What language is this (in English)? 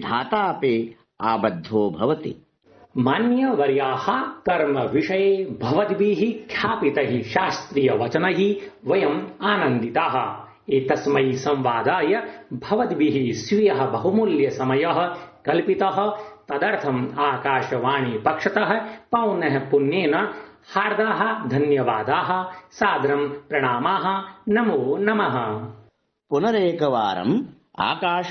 Sanskrit